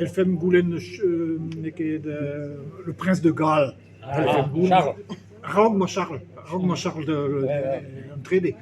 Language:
Breton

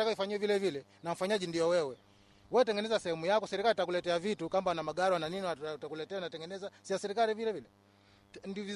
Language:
Swahili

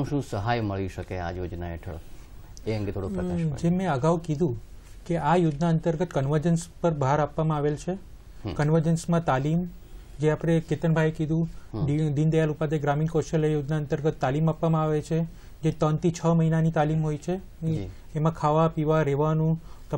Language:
Gujarati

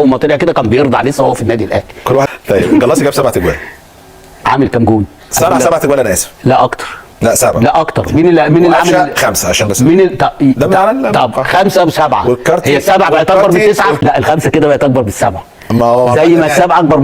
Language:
Egyptian Arabic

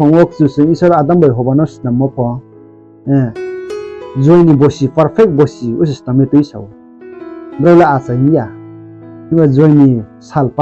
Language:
Riang (India)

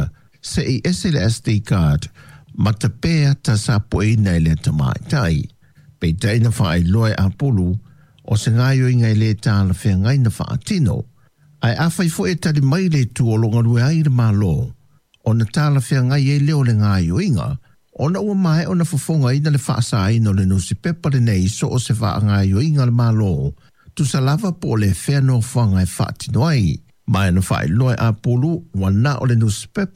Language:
Samoan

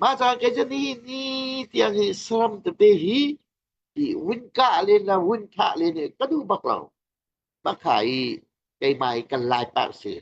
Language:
Hakha Chin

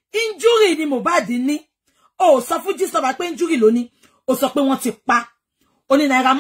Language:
Yoruba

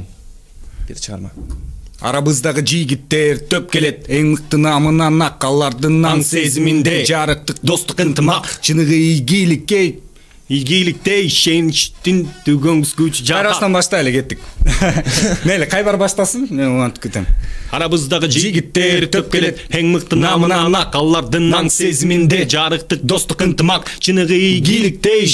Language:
Kyrgyz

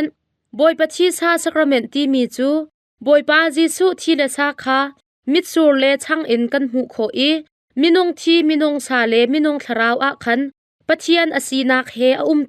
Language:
Hakha Chin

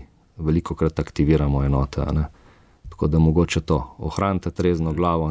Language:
Slovenian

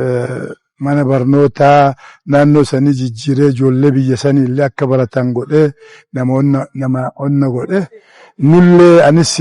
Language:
Oromo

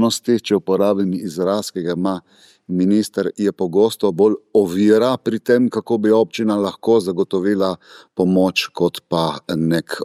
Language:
Slovenian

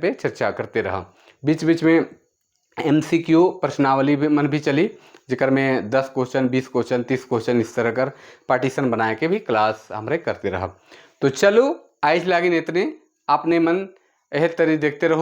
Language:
Sadri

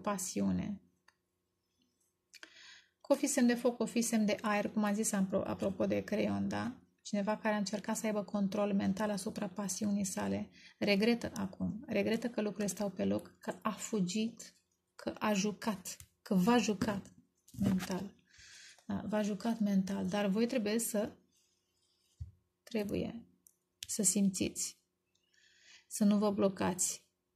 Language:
Romanian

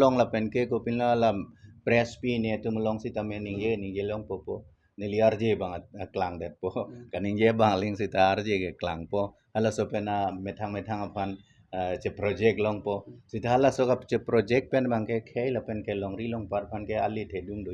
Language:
Karbi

